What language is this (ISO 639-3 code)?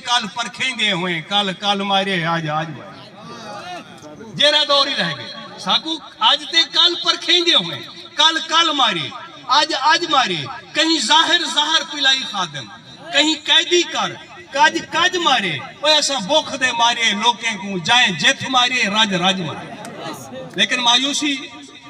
skr